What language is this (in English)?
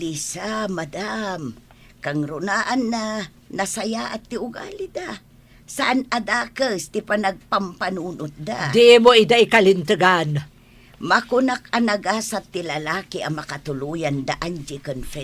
Iloko